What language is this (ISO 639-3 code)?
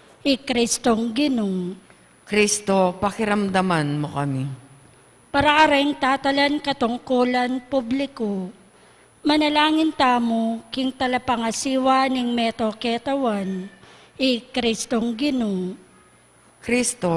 pam